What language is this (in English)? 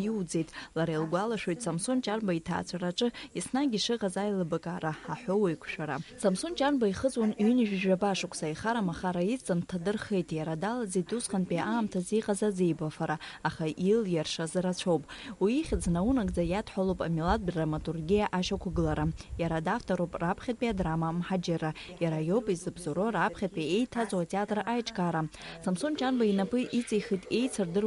Abkhazian